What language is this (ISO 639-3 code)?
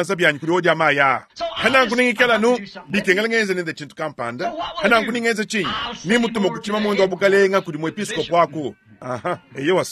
lua